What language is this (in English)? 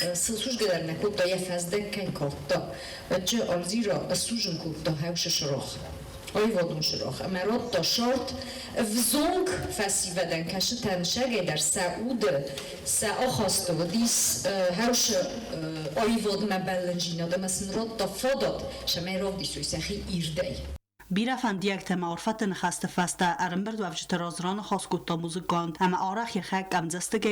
Ossetic